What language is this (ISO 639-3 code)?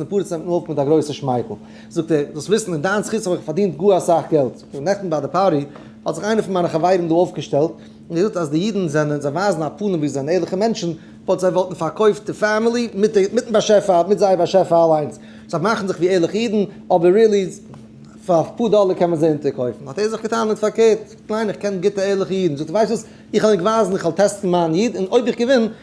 yid